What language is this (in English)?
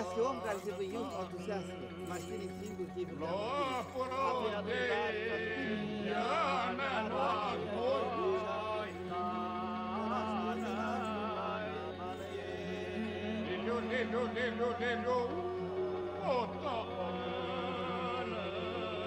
Aromanian